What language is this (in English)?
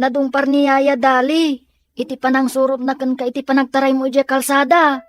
Iloko